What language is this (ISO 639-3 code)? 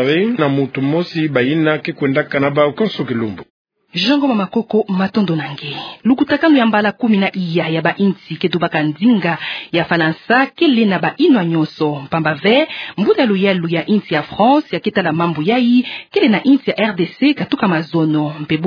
ktu